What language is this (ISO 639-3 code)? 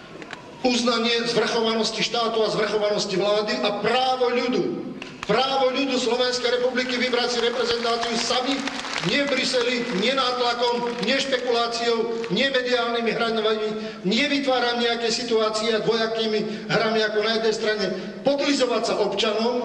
slk